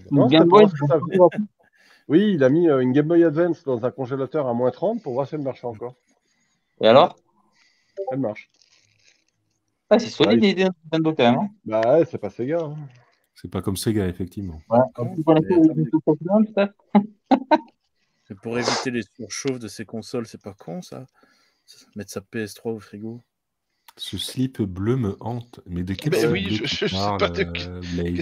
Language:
French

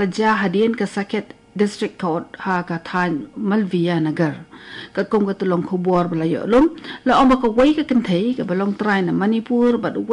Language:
Khasi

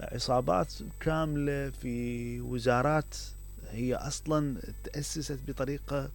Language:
Mesopotamian Arabic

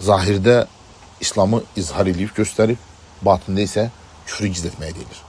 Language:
Azerbaijani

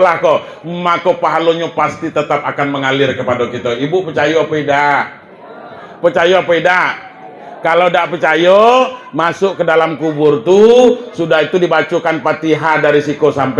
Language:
Minangkabau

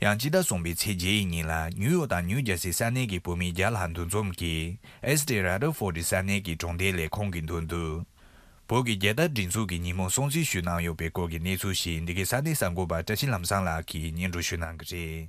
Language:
Tibetan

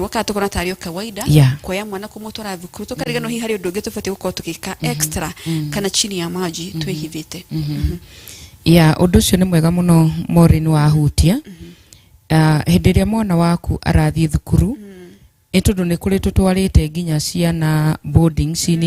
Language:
Kikuyu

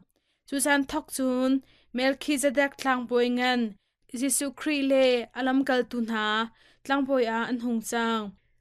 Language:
Hakha Chin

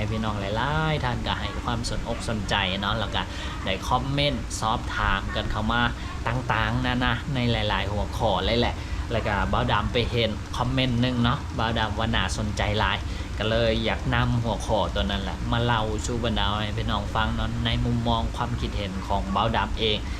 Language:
Lao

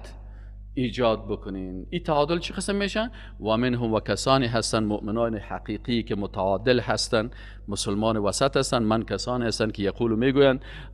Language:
Persian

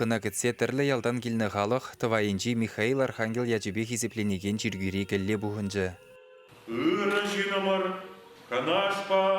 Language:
Chuvash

